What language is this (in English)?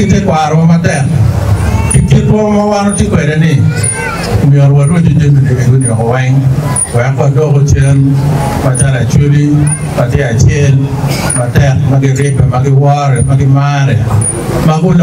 Acoli